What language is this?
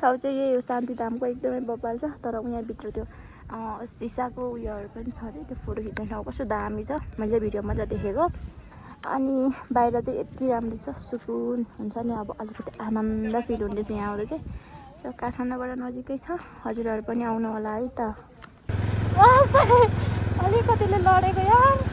Nepali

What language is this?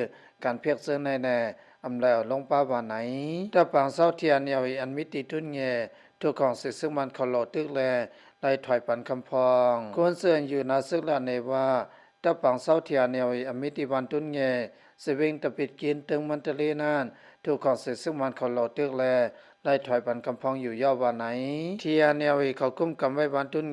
Lao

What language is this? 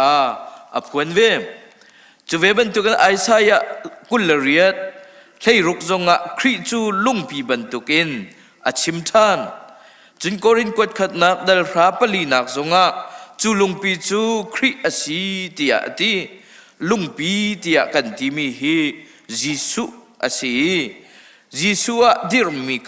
Hakha Chin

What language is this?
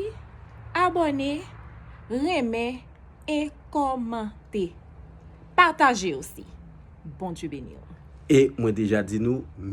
Haitian Creole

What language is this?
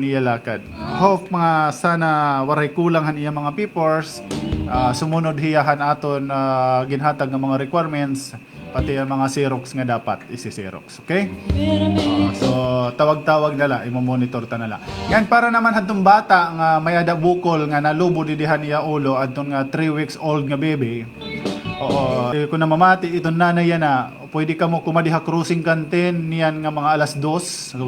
Waray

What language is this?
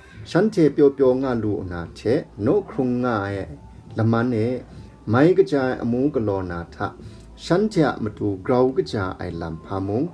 Kachin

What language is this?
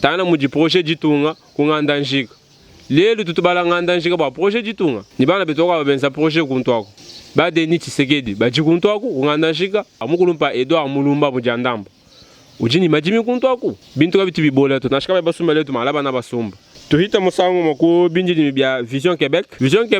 Luba-Lulua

